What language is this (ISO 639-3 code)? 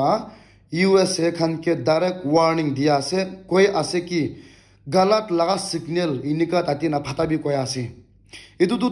nag